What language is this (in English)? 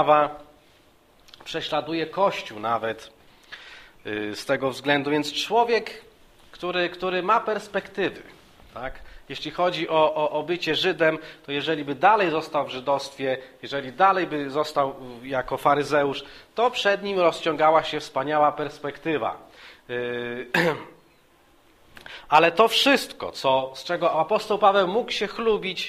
Polish